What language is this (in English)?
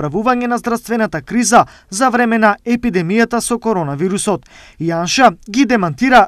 Macedonian